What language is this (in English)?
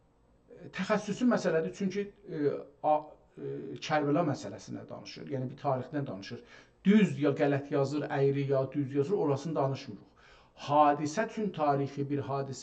South Azerbaijani